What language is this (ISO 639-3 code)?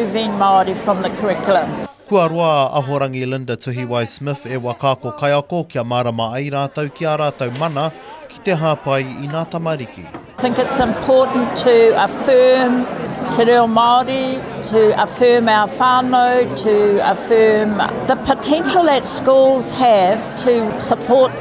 mri